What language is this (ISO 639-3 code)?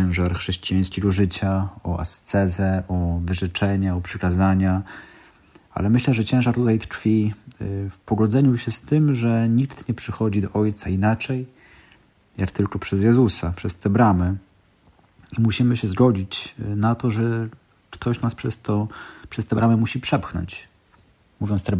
pol